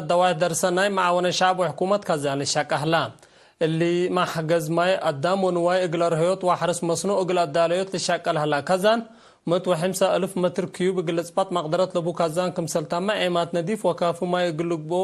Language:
Tigre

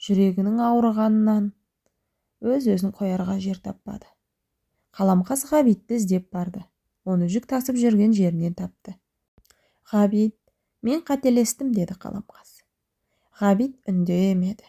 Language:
Kazakh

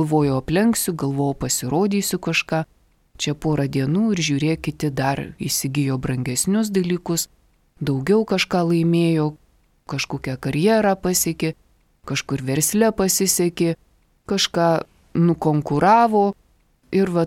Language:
Lithuanian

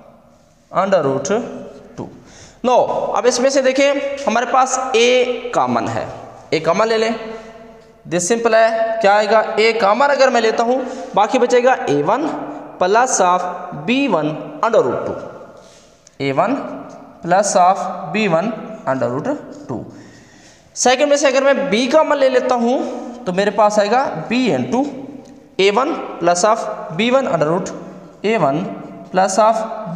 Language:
Hindi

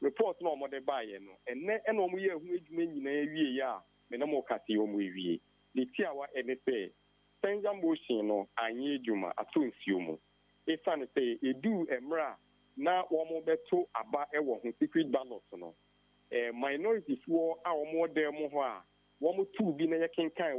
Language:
Akan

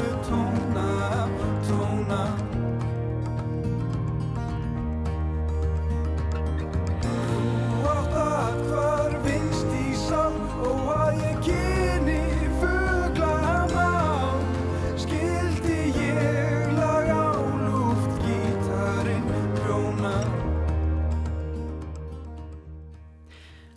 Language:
Icelandic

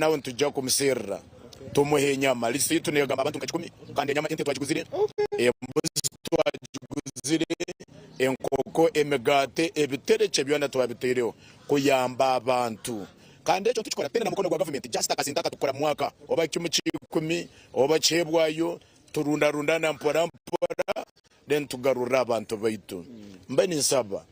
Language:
Nyankole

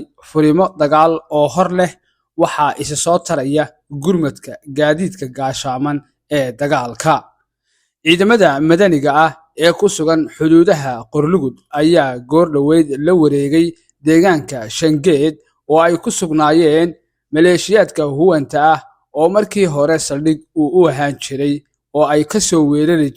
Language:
Somali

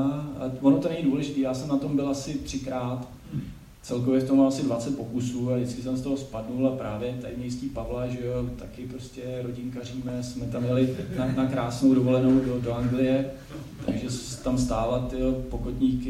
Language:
Czech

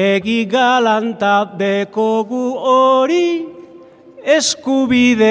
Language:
Basque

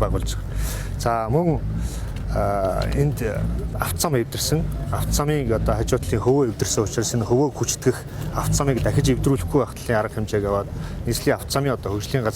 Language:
Mongolian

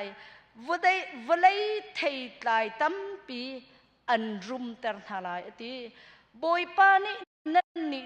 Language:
Hakha Chin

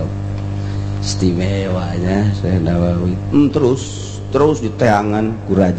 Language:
Sundanese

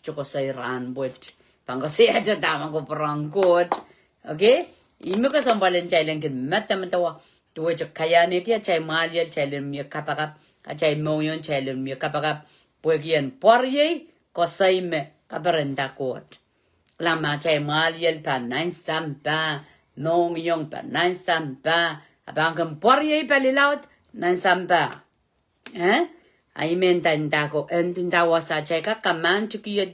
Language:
Pohnpeian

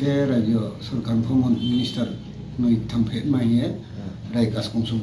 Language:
Riang (India)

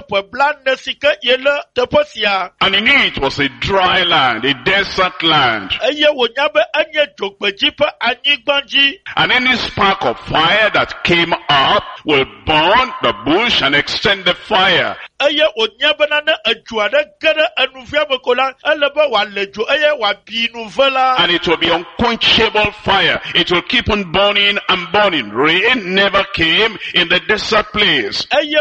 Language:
Ewe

